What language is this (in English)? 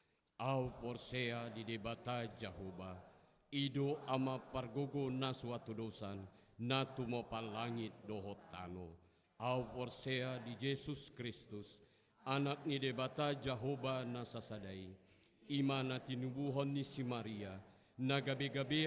Batak Toba